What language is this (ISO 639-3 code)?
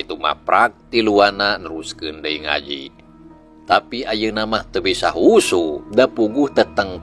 sun